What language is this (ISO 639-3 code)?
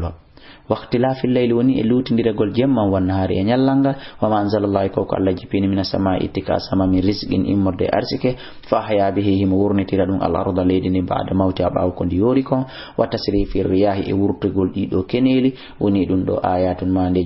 ful